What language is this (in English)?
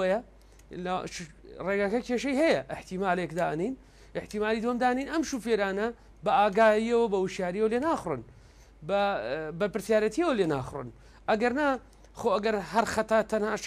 Central Kurdish